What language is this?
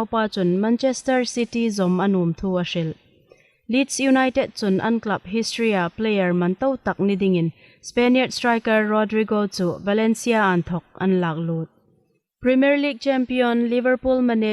Hmar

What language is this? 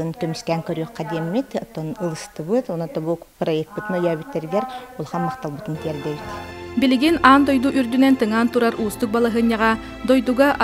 Yakut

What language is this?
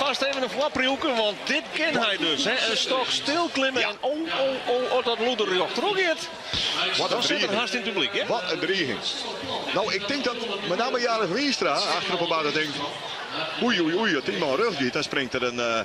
Western Frisian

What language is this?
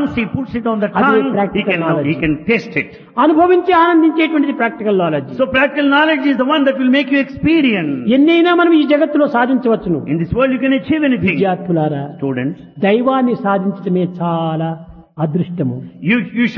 Telugu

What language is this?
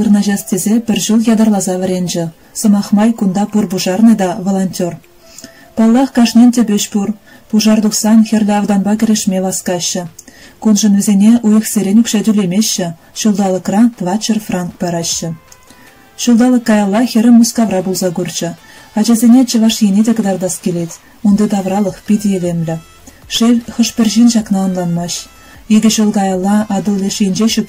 Chuvash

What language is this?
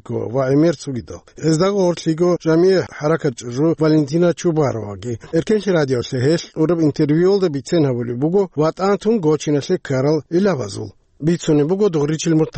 Avaric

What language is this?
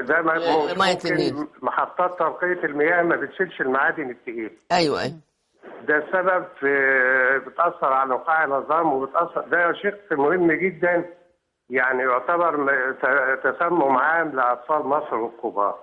Egyptian Arabic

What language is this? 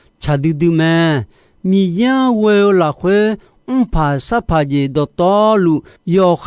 Akha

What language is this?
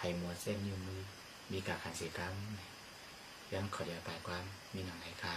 Shan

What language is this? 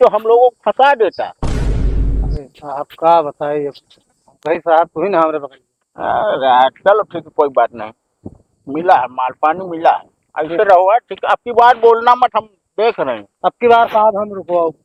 Awadhi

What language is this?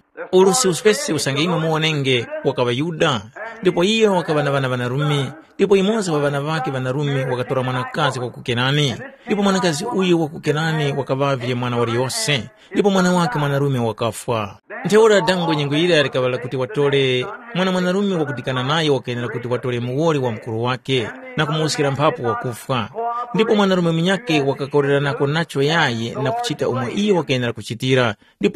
Tumbuka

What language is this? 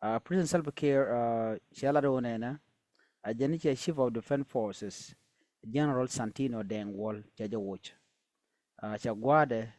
Nuer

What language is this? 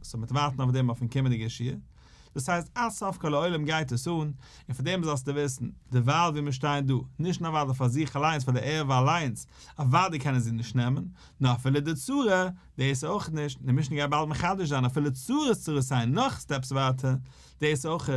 Yiddish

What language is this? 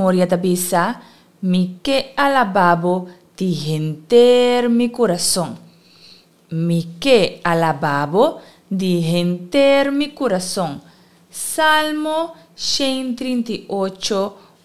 Papiamento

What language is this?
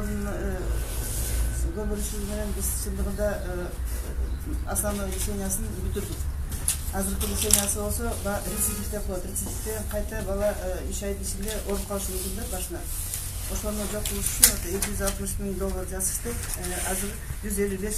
Kyrgyz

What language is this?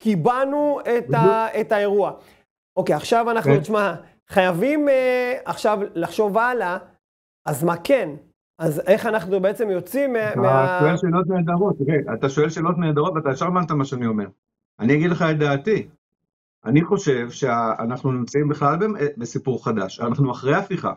Hebrew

